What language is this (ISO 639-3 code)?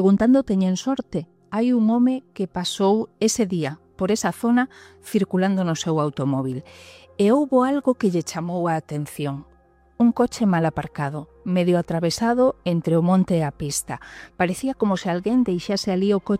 glg